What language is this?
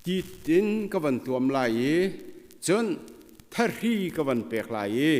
Hakha Chin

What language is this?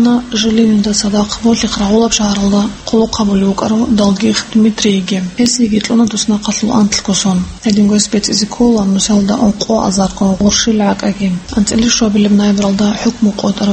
Avaric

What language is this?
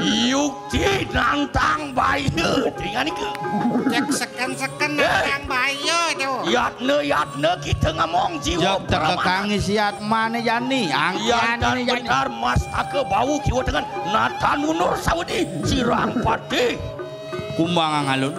Balinese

